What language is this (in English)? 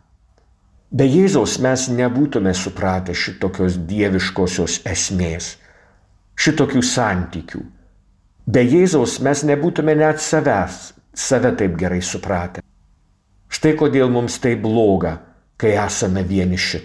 Lithuanian